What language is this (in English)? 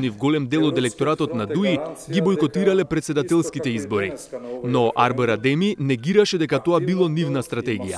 Macedonian